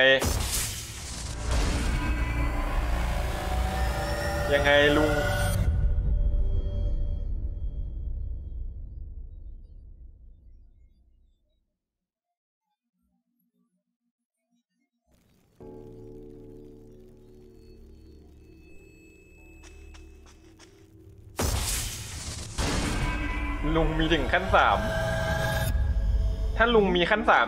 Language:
Thai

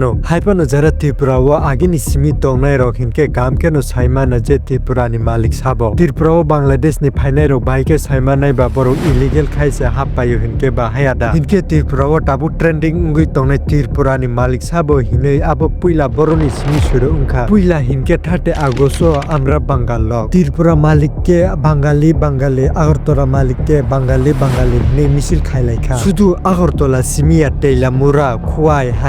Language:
Kok Borok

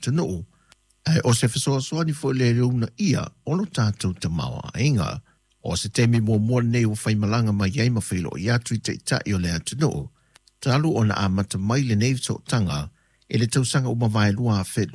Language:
Samoan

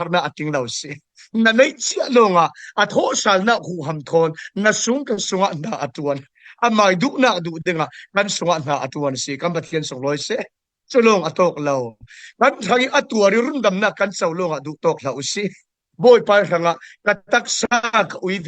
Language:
Falam Chin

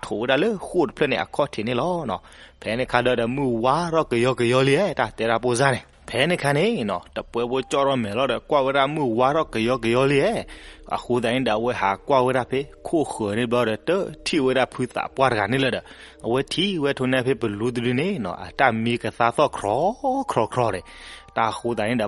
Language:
S'gaw Karen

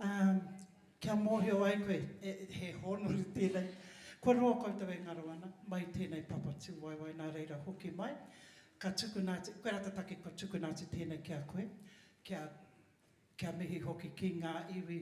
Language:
Māori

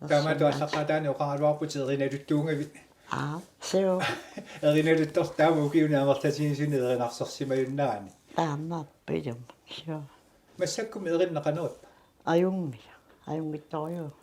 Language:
Kalaallisut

